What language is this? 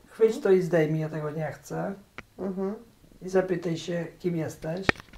Polish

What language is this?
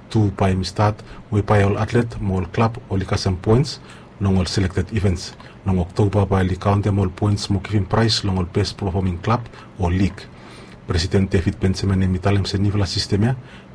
Bislama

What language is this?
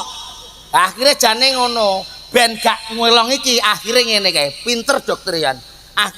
Javanese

